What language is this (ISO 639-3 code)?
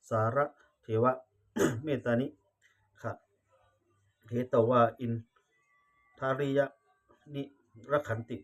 pli